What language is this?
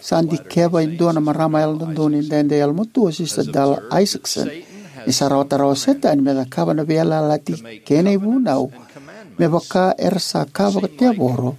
Fijian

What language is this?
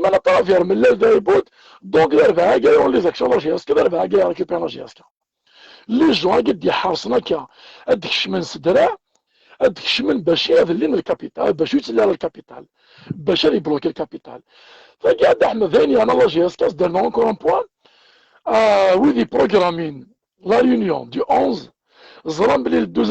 Kabyle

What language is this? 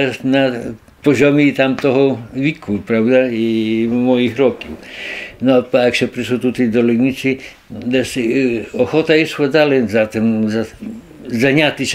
Rusyn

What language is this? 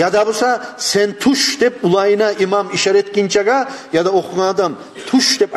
Kumyk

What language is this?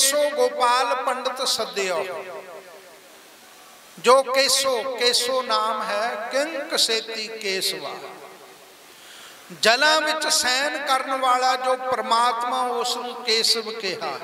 Punjabi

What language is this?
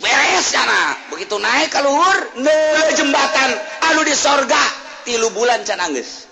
Sundanese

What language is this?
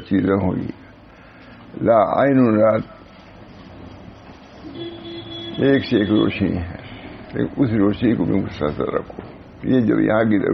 Urdu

